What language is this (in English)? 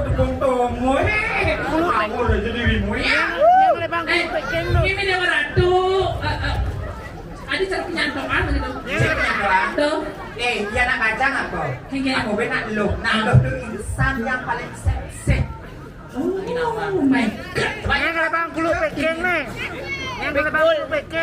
Balinese